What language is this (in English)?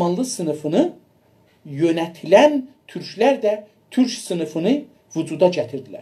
South Azerbaijani